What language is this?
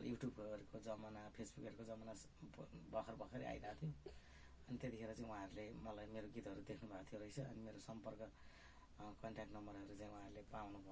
Nepali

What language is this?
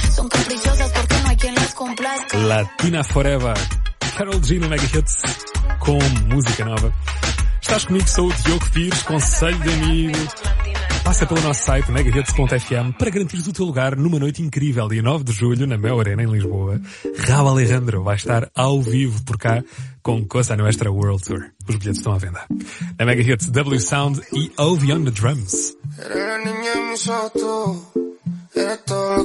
Portuguese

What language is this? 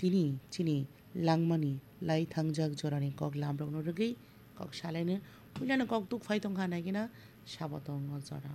Kok Borok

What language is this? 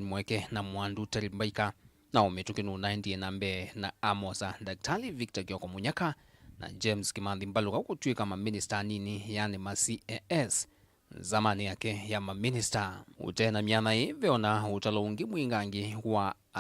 Kamba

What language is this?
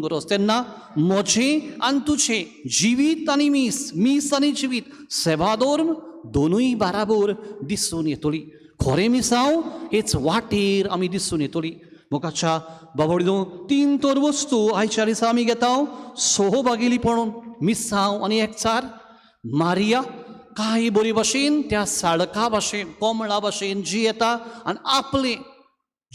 Konkani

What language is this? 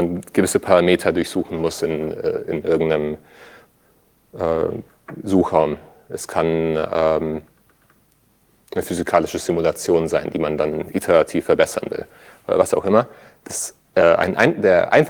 German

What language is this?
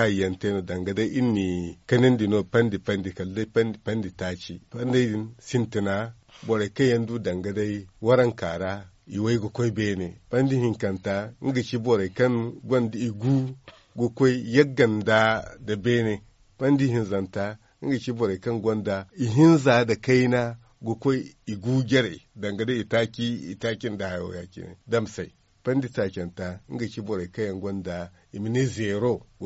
Zarma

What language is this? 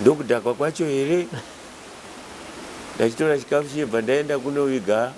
Shona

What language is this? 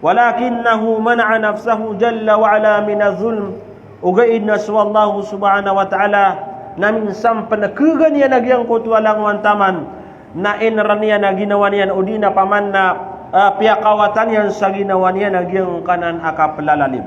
Maranao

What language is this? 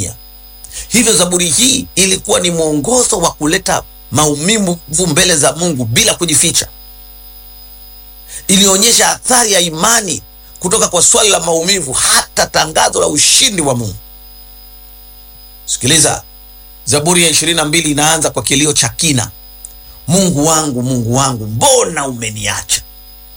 Swahili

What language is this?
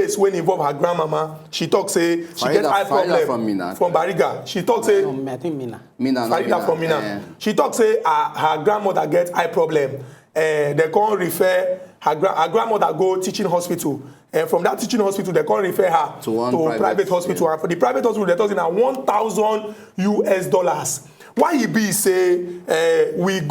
Nigerian Pidgin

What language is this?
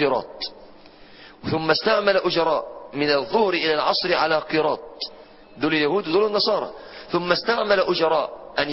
Arabic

